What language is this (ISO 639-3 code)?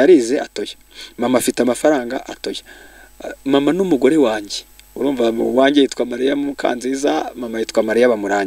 kin